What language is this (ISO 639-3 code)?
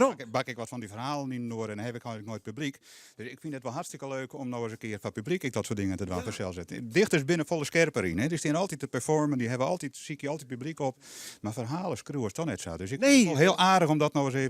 fry